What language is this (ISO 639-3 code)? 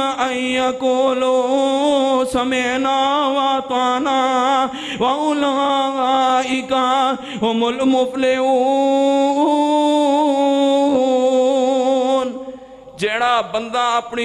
lah